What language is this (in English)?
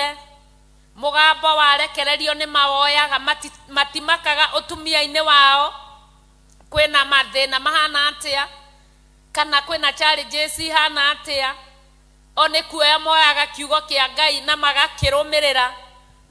Kikuyu